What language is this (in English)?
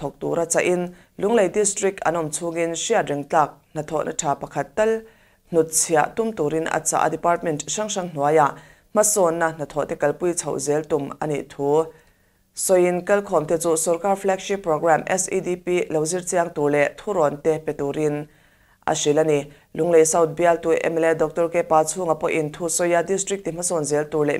Mizo